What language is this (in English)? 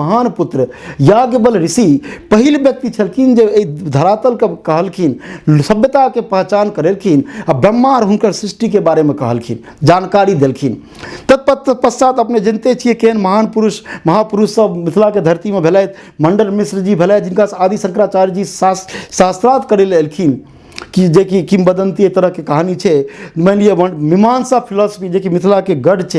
Maithili